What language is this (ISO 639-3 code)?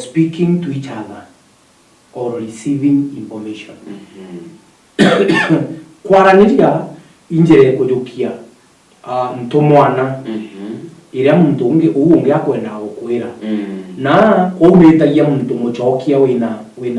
mer